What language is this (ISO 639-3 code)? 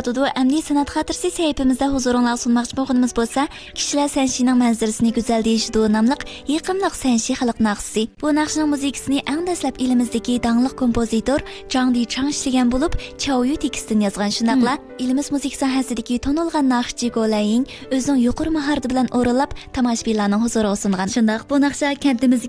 uig